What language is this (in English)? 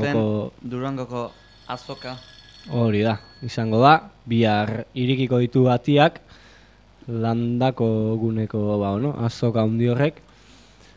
Basque